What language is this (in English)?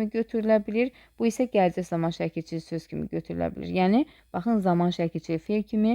Azerbaijani